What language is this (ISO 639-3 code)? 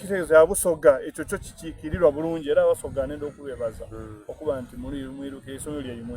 xog